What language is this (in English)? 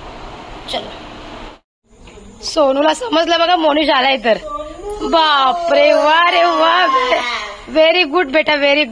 Marathi